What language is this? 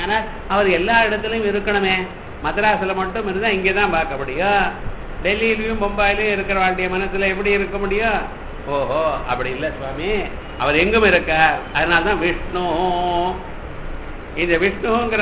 Tamil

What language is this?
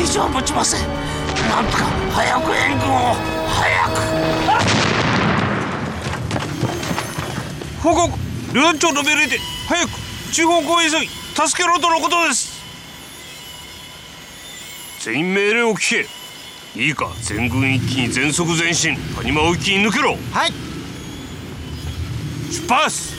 Japanese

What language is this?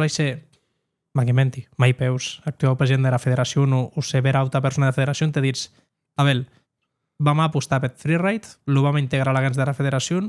Occitan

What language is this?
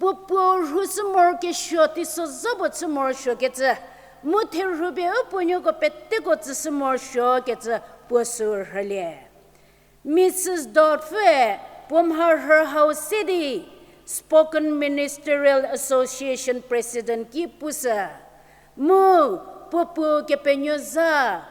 Angami Naga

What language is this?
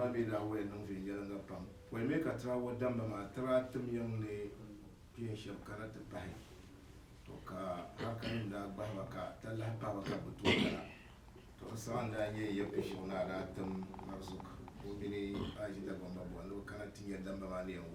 Dagbani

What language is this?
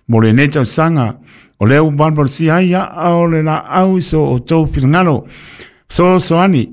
Samoan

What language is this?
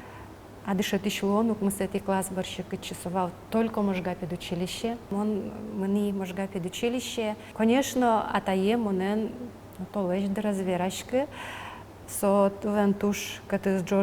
Udmurt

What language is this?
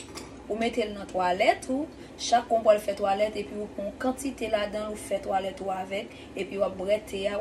Haitian Creole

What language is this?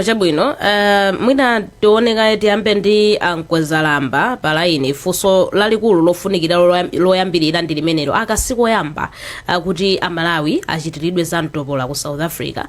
Nyanja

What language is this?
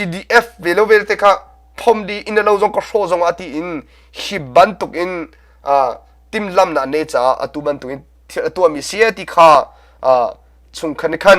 Hakha Chin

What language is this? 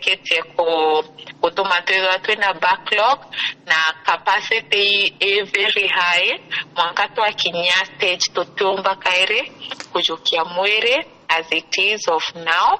Meru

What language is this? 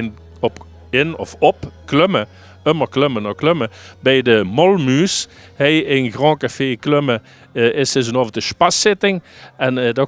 Limburgish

